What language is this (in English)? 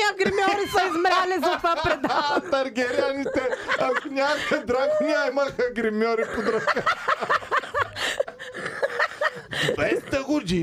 Bulgarian